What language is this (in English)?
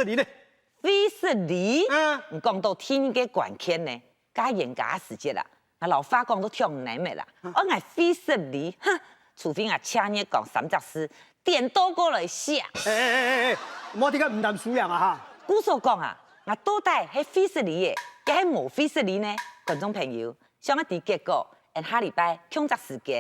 Hakka Chinese